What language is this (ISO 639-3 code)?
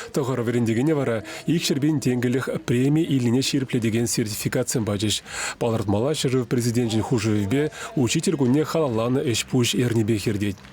chv